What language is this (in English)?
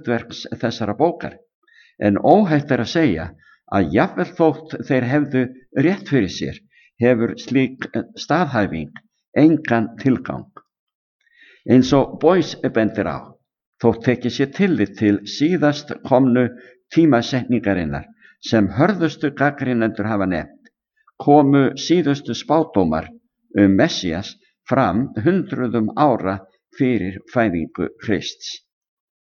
Icelandic